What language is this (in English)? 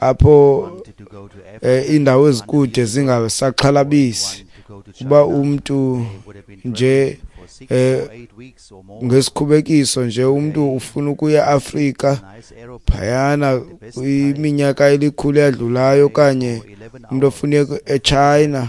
Xhosa